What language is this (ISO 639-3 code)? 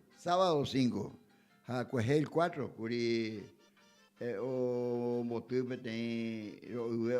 grn